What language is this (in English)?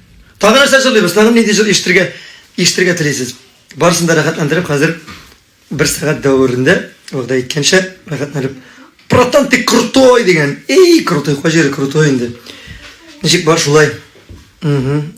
Tatar